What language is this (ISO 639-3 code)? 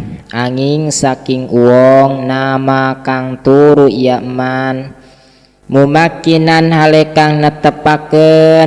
sun